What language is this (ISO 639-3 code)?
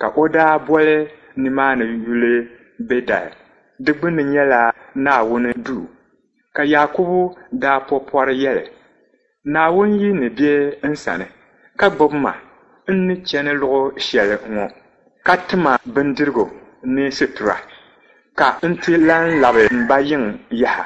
dag